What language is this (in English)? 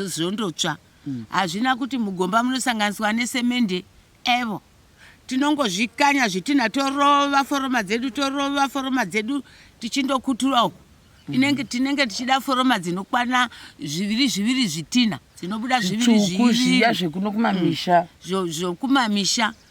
Shona